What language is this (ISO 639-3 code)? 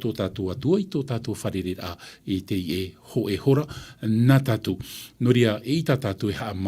tah